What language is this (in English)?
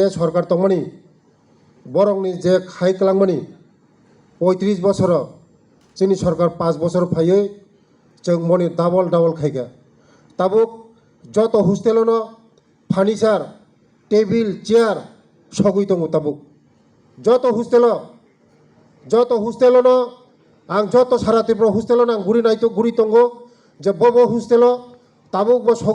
Kok Borok